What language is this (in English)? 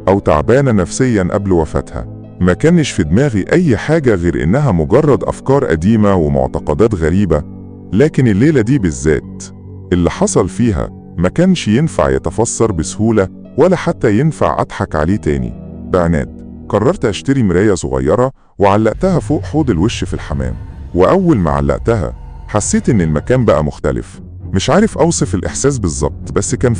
Egyptian Arabic